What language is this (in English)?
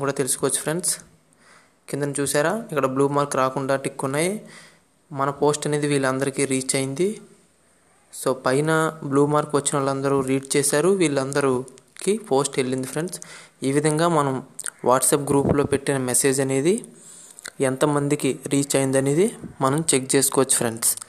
Telugu